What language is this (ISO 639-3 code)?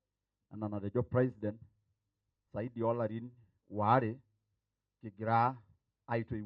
mas